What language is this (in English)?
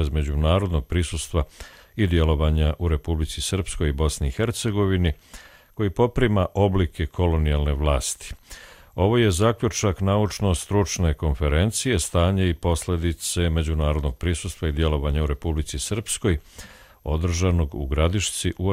Croatian